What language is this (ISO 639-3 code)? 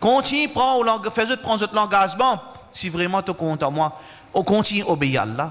mfe